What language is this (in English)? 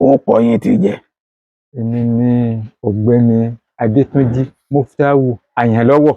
Yoruba